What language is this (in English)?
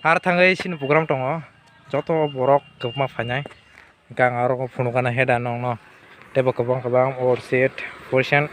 Kok Borok